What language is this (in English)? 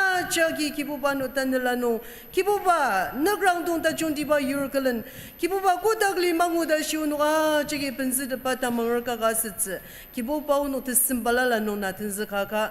Ao Naga